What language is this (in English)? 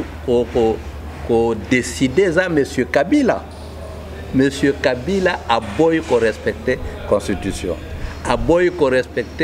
Lingala